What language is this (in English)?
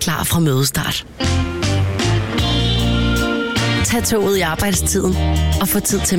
Danish